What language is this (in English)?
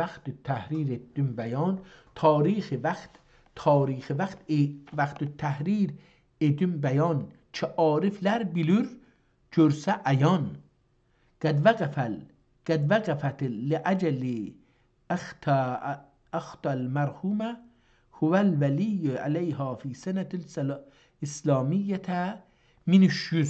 South Azerbaijani